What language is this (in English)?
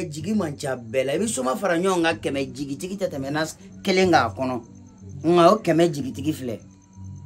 Bambara